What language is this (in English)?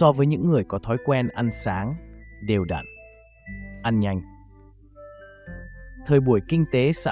Vietnamese